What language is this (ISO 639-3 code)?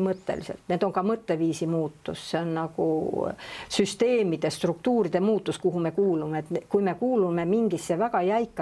est